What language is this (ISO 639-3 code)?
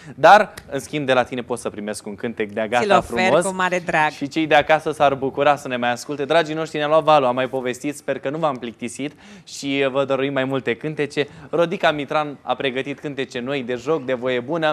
ron